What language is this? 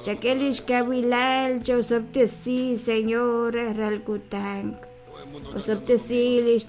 Kekchí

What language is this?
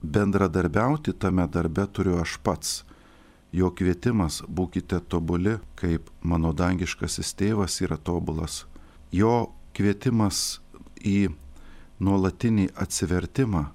Lithuanian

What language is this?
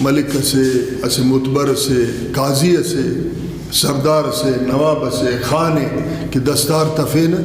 Brahui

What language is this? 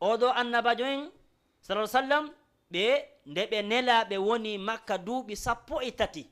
Fula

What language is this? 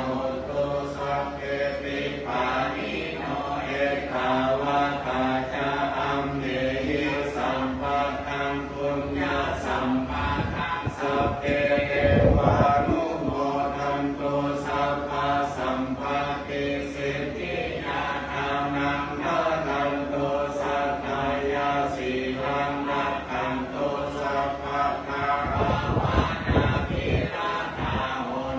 Pali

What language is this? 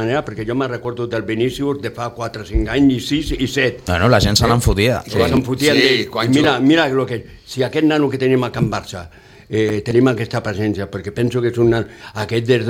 Catalan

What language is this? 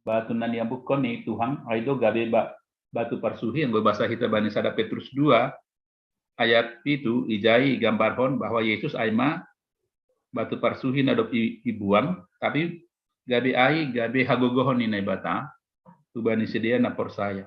Batak Simalungun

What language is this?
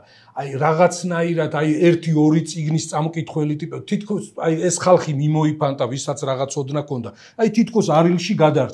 Georgian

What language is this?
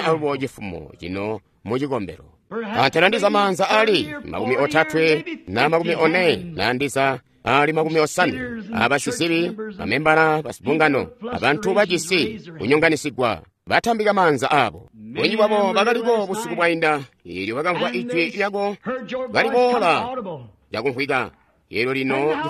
Tonga (Zambia)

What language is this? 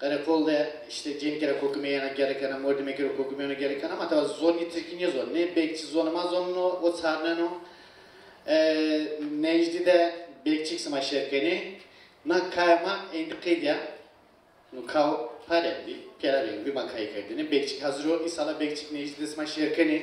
Zaza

